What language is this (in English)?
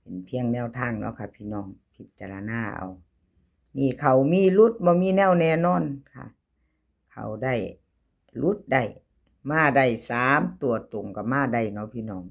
Northeastern Thai